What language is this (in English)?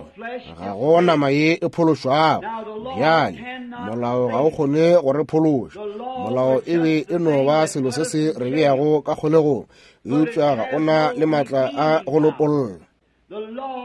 Northern Sotho